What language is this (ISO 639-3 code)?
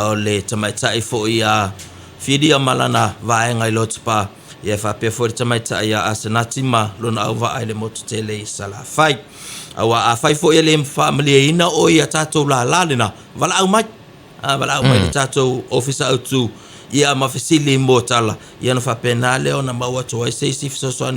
smo